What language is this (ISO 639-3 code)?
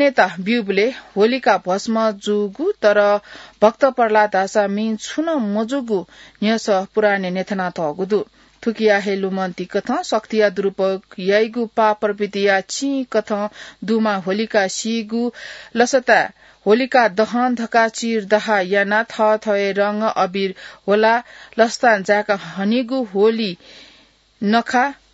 new